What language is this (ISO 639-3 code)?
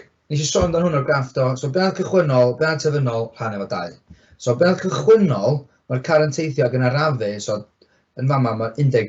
cym